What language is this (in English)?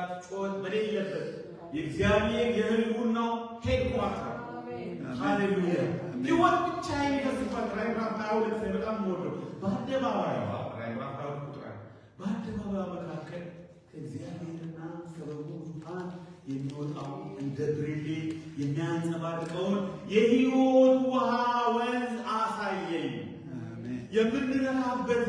Amharic